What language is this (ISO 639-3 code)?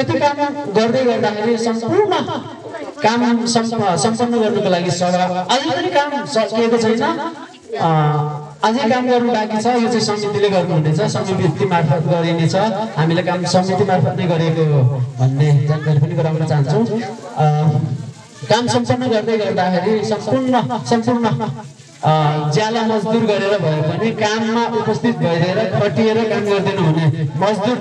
nep